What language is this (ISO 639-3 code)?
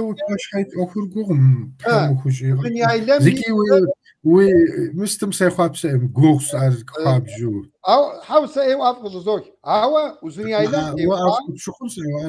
kbd